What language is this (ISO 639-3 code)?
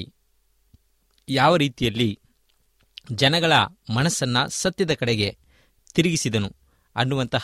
kan